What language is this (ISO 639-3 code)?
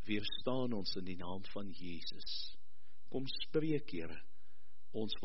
afr